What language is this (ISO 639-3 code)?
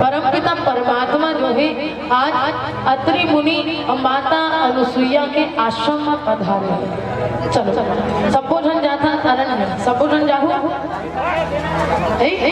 hne